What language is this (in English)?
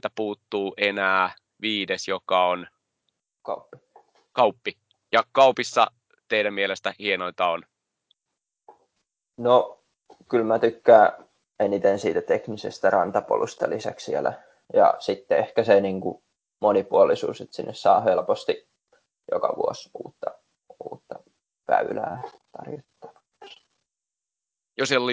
Finnish